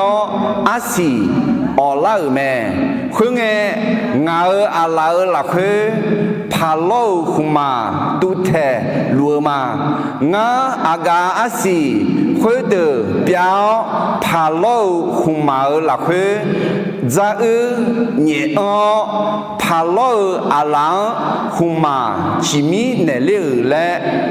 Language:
Akha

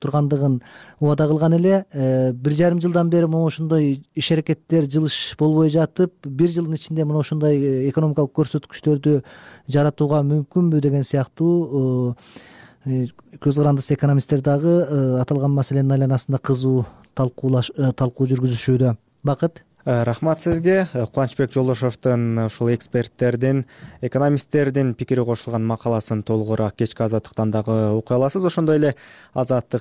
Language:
Kyrgyz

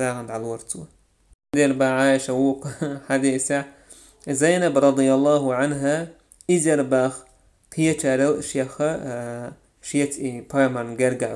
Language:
Chechen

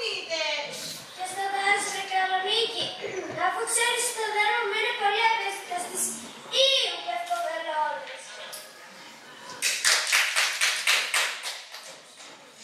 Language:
Greek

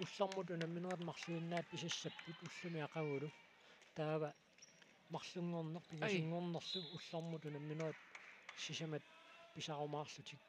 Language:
Kalaallisut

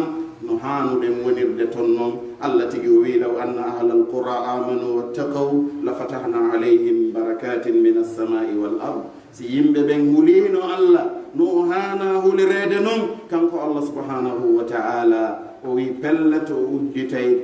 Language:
Pular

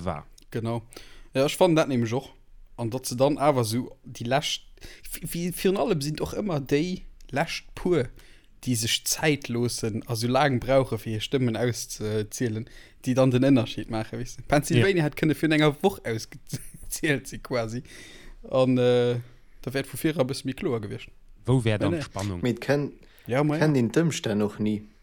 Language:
Luxembourgish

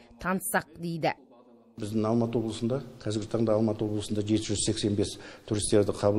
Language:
Kazakh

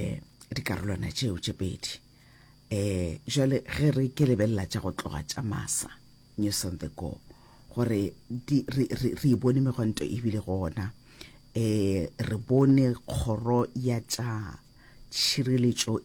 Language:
Northern Sotho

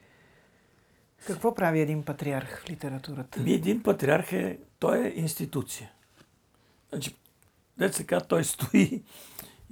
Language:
Bulgarian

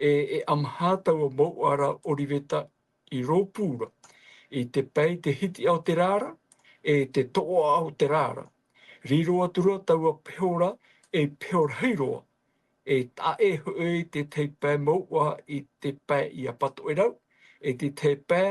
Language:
Tahitian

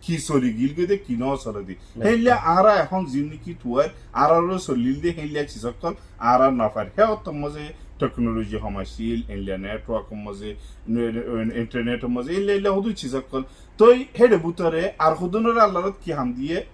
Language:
Rohingya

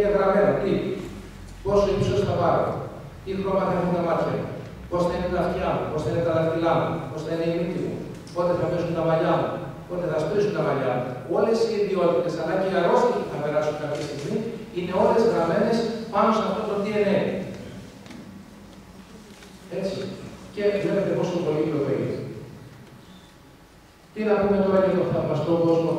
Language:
Greek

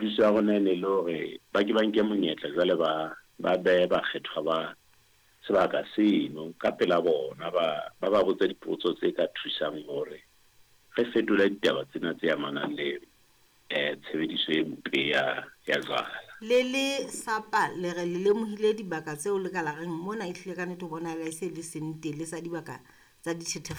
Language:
Southern Sotho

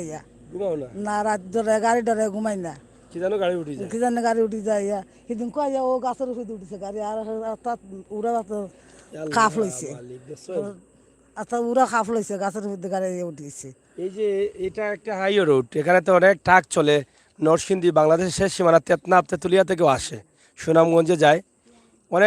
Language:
Sylheti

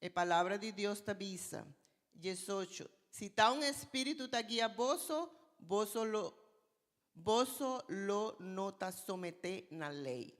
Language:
Papiamento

